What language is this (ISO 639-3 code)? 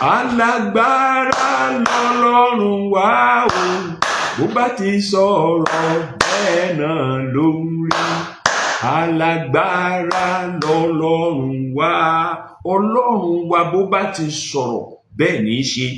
yor